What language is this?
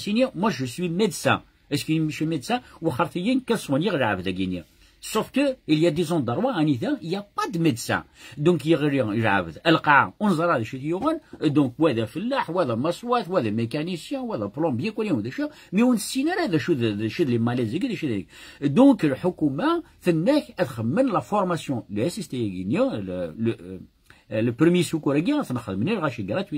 Kabyle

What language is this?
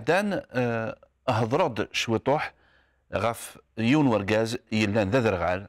Kabyle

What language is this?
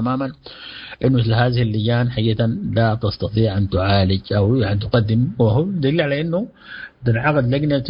Sudanese Arabic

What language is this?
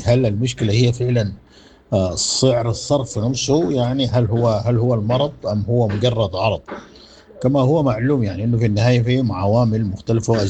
Sudanese Arabic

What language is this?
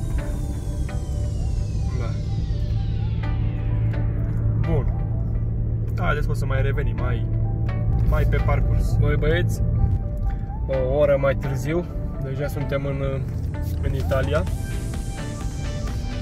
Romanian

